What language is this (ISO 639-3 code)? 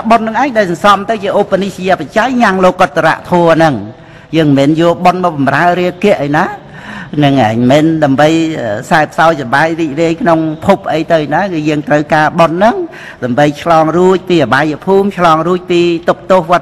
khm